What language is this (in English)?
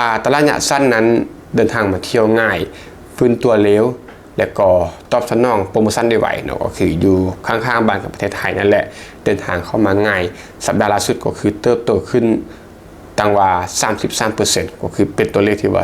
Lao